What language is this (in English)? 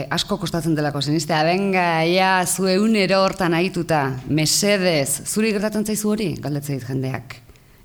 Basque